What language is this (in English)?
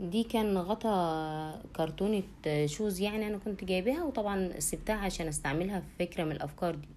Egyptian Arabic